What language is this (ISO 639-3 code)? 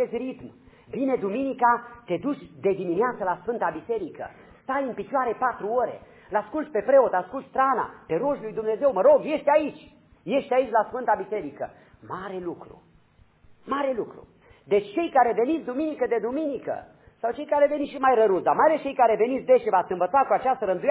ron